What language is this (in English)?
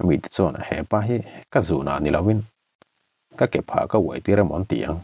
Mizo